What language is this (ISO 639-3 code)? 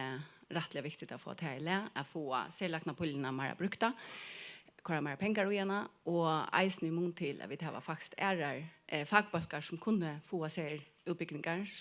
fao